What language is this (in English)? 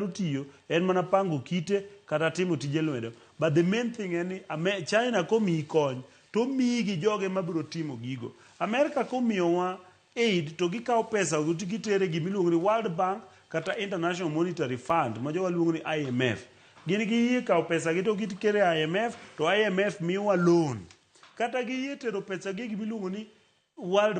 Luo (Kenya and Tanzania)